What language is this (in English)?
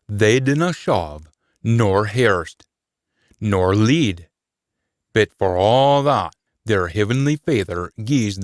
Scots